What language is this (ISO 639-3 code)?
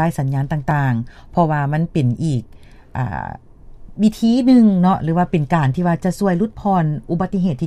lao